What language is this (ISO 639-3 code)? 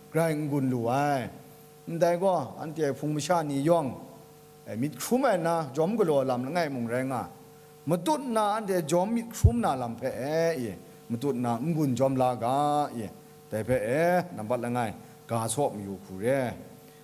kac